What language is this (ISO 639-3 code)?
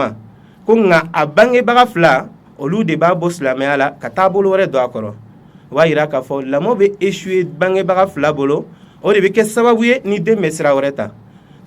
bam